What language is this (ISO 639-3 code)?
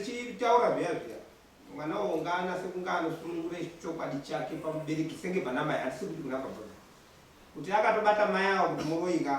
sna